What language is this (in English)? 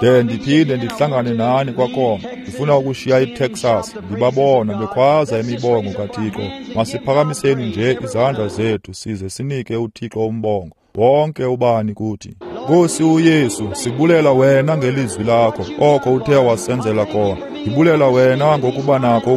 Xhosa